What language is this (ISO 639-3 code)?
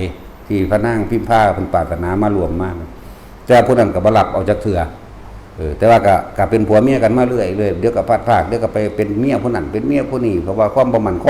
tts